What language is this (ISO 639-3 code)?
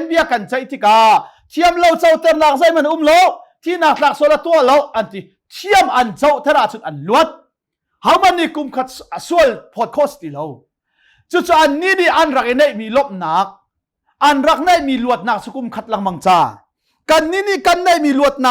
cnh